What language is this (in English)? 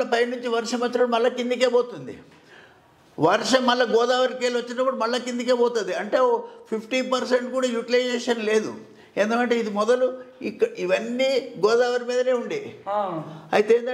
Telugu